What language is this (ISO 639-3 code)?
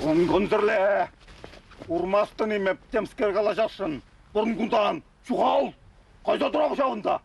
chv